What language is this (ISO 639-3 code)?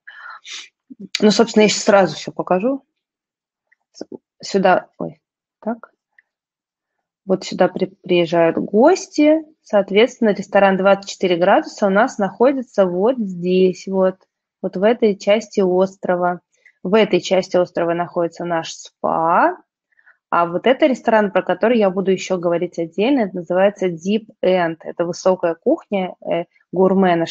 rus